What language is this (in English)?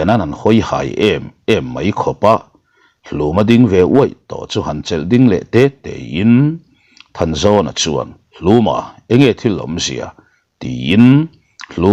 Mizo